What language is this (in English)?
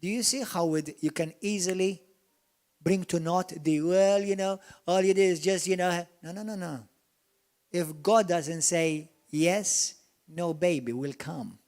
English